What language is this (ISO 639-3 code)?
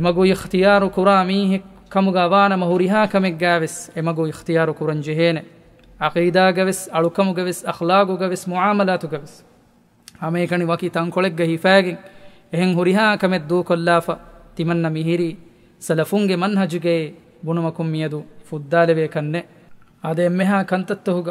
div